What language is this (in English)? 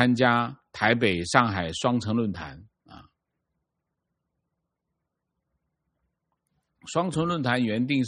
Chinese